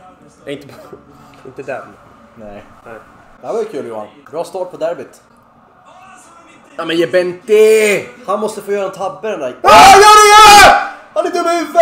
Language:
Swedish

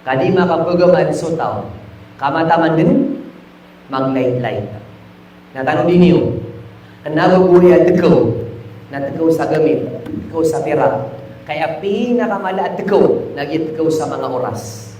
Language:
Maranao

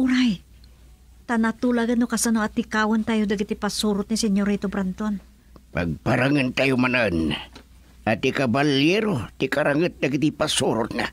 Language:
Iloko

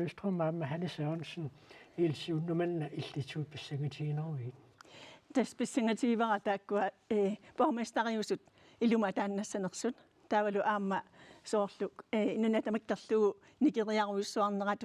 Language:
Kalaallisut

